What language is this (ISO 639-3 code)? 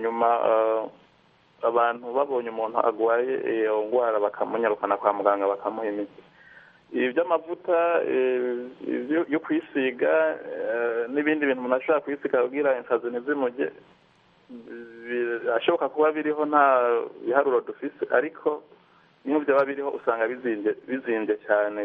kin